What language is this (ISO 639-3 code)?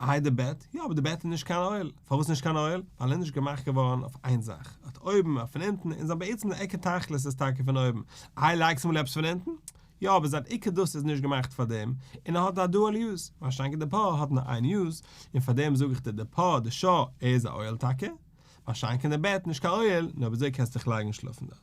yid